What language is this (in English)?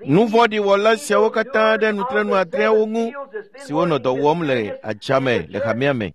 Ewe